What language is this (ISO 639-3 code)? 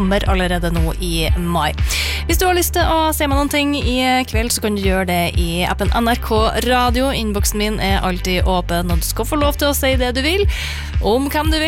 nor